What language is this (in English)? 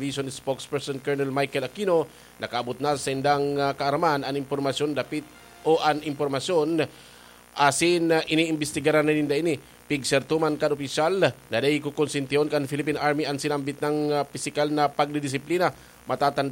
Bikol